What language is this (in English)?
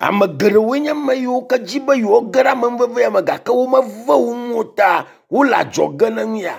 Ewe